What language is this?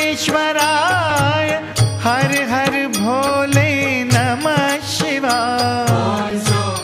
Hindi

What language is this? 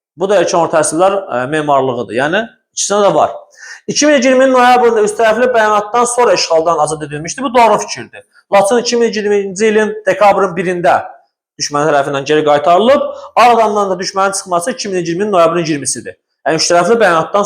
Azerbaijani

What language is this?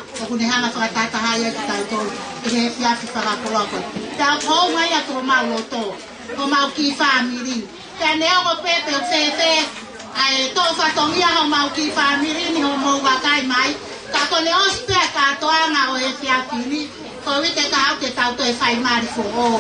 Tongan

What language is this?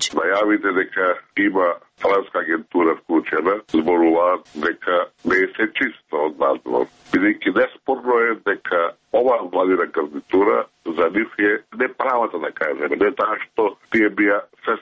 Macedonian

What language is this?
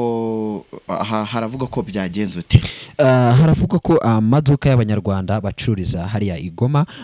Kinyarwanda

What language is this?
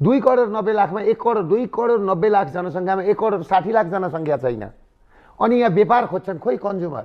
Nepali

